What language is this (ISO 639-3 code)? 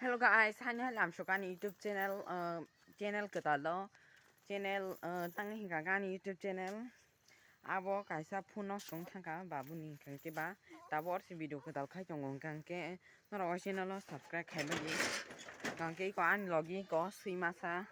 trp